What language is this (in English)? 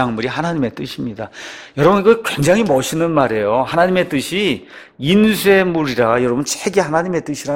Korean